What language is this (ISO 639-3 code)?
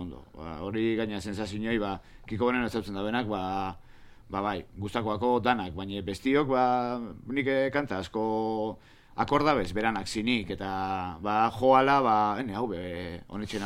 eus